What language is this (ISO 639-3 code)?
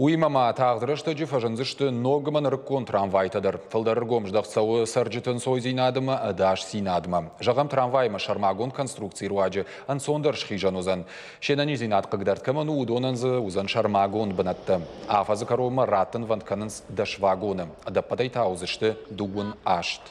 oss